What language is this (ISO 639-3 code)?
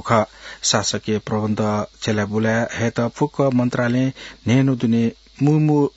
new